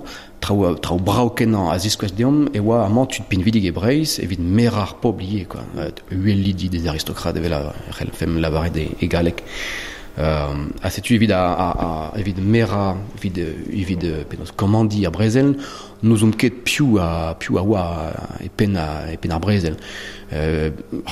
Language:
Breton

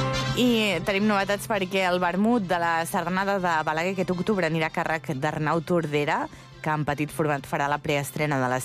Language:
Catalan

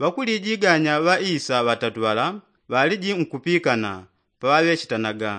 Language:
Yao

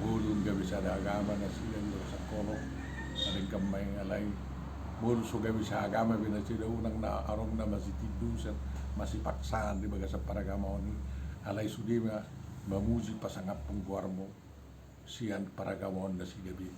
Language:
Batak Toba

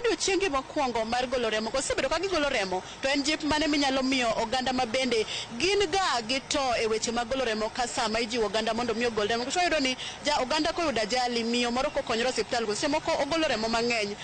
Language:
Luo (Kenya and Tanzania)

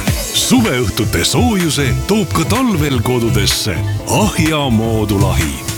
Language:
Estonian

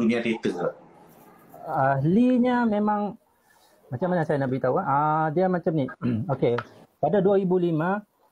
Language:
Malay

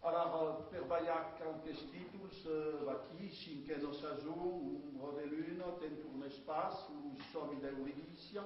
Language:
Occitan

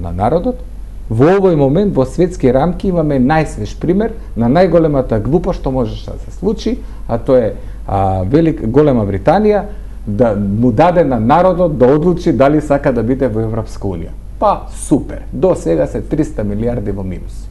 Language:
Macedonian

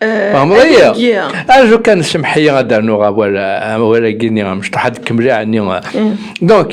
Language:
Kabyle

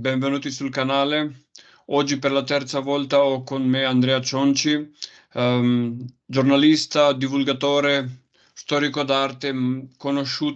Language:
Italian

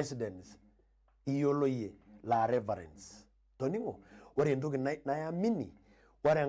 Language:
Masai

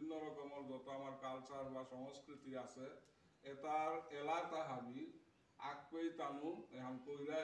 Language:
Bishnupriya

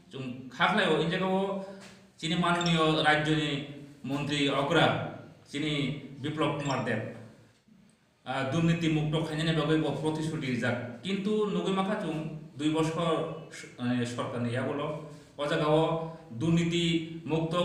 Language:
Bangla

